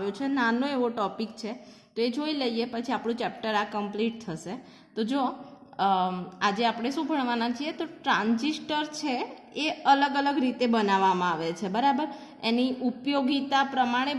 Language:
Gujarati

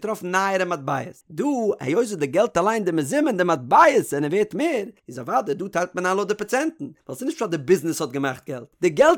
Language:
Yiddish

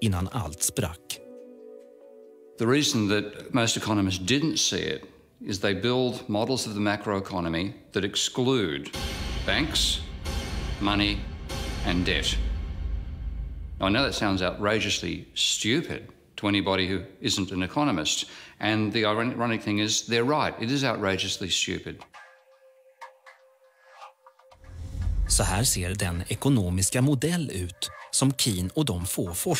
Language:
Swedish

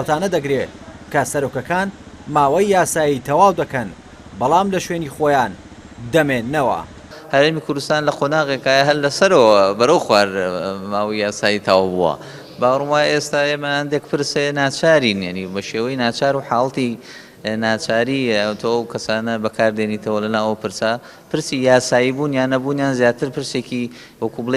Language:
Central Kurdish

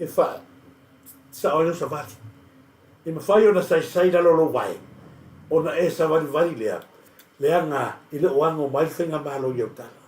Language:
Samoan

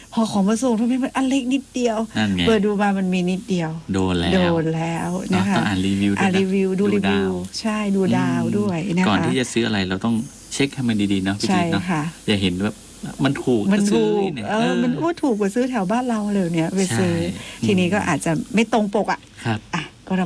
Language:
Thai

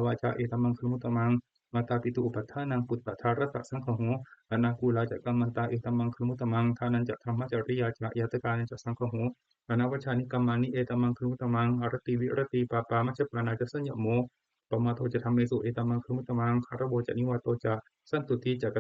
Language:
Pali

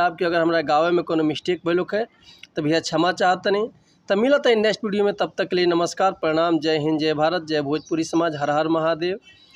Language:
Bhojpuri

